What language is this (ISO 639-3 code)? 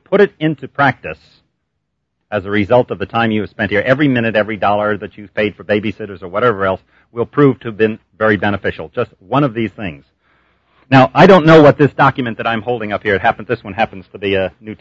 eng